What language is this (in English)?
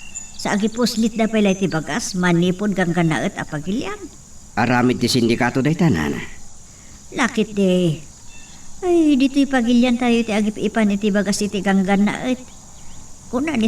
Iloko